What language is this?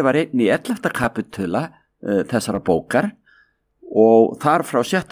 Icelandic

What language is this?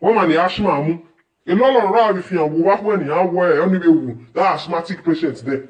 Nigerian Pidgin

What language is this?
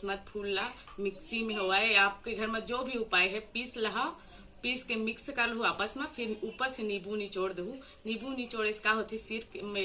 Chhattisgarhi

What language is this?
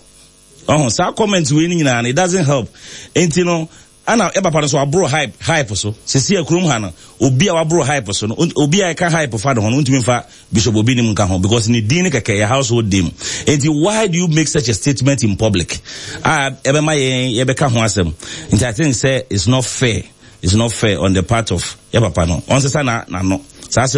Akan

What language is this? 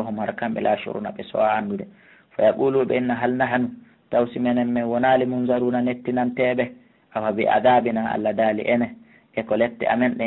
Fula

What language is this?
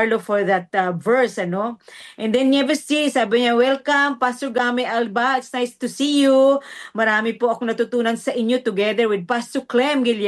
Filipino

